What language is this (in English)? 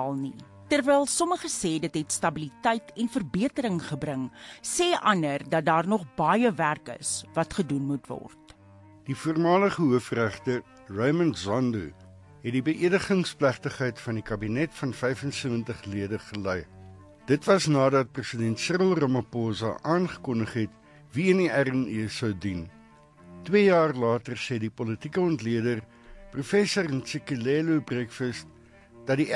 Afrikaans